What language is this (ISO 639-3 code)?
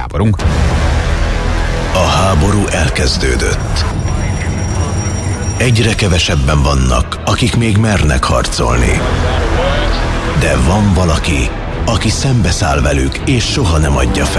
hun